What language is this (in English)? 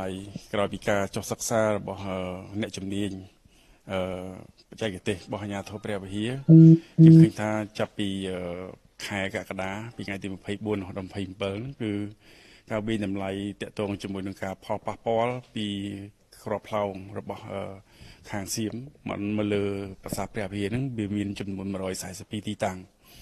Khmer